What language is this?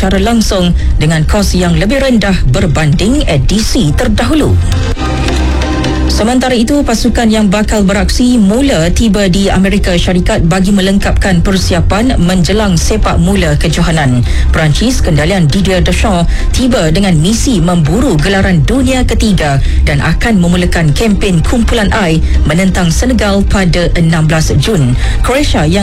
Malay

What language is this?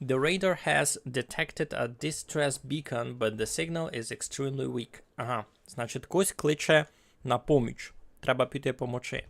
Rusyn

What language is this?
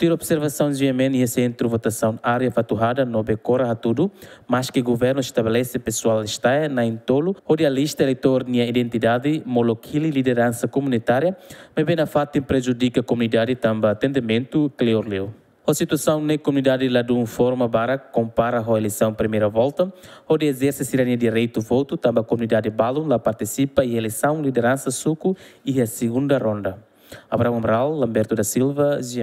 Tetum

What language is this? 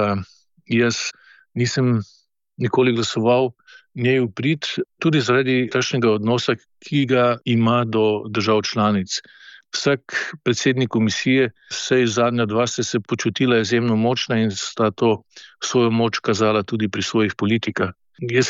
Slovenian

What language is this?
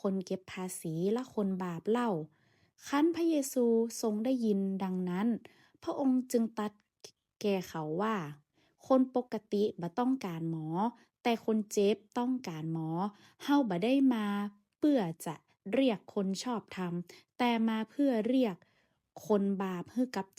Northern Thai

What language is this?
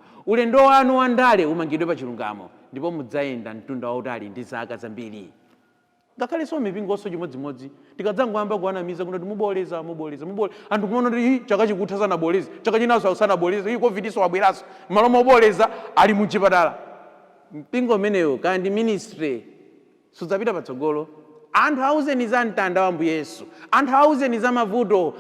Nyanja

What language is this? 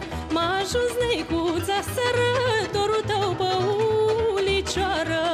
Romanian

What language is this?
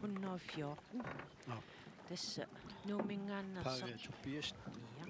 Kalaallisut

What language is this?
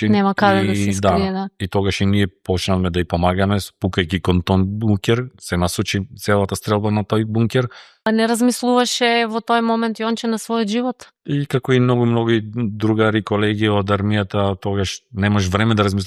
Macedonian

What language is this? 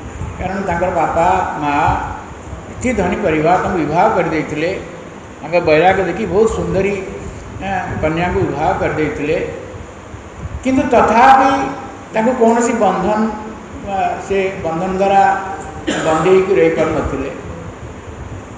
Odia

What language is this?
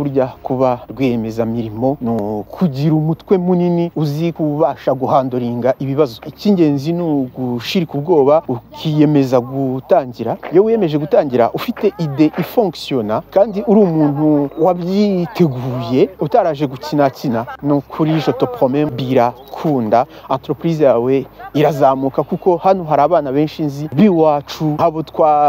Kinyarwanda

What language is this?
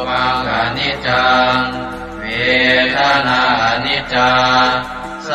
Pali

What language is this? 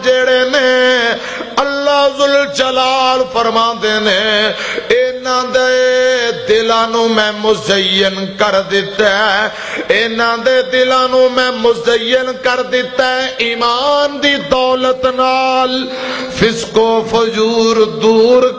Western Panjabi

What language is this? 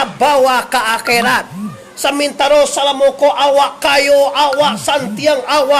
Minangkabau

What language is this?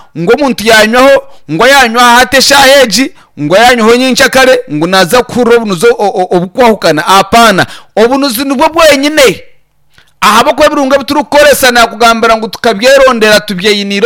Nyankole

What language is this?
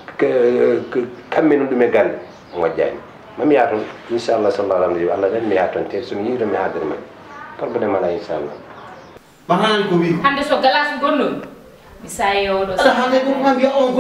Fula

